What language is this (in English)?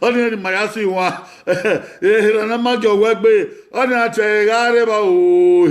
Bini